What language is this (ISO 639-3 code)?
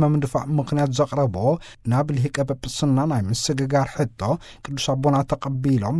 tir